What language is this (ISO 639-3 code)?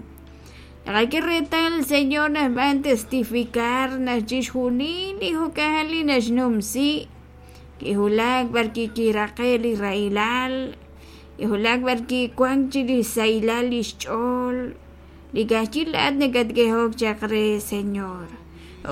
kek